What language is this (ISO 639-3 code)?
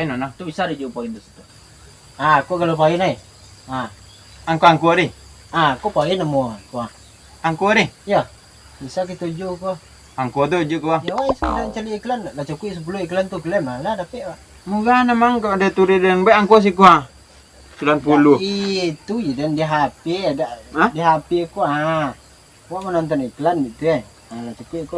min